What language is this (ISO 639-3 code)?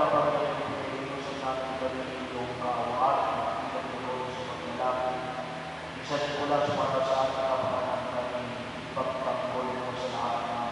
fil